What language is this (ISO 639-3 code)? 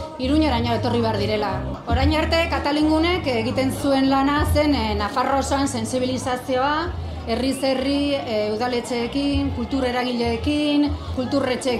eus